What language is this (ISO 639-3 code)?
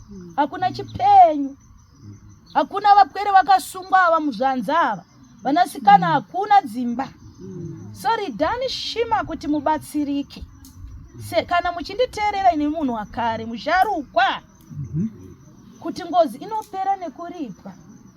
sna